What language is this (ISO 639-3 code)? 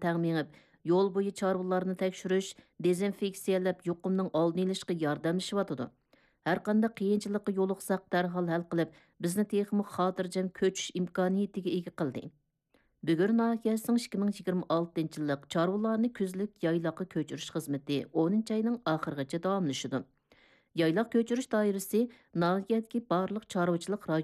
uig